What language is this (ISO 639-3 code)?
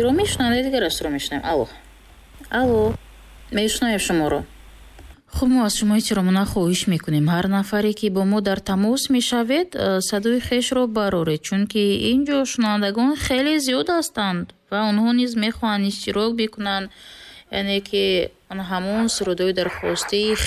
tgk